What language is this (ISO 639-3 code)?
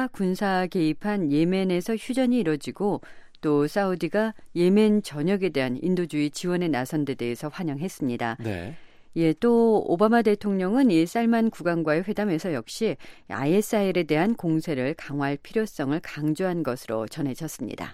kor